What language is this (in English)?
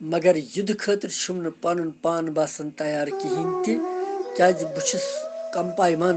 Kashmiri